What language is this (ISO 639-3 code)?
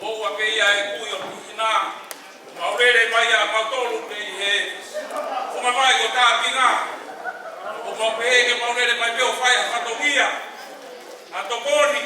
ton